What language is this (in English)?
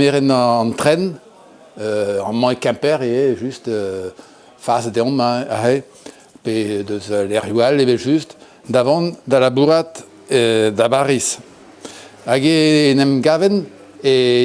Breton